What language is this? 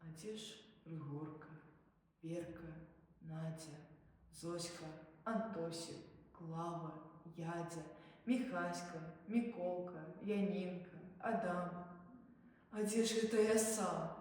Belarusian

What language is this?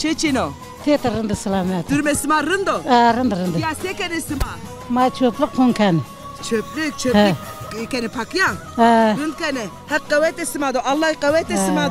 Zaza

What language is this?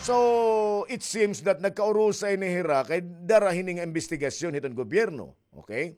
Waray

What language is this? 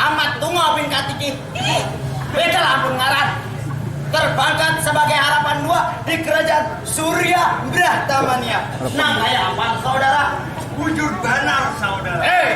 Banjar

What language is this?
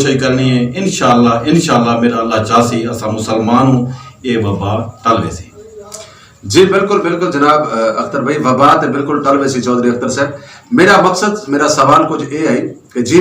Saraiki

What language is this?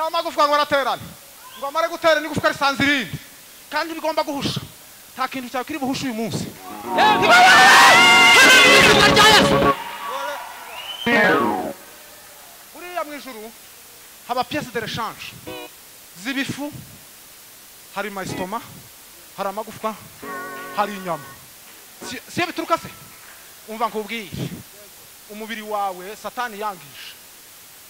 Kinyarwanda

